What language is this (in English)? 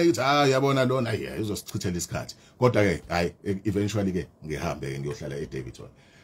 Zulu